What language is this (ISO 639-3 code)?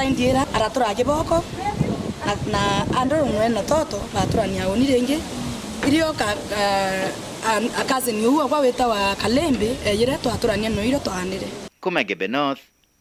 mer